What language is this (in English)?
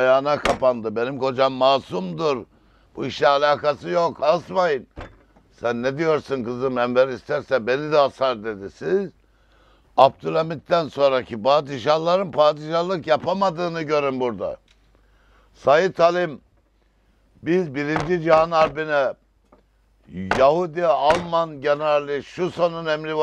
Turkish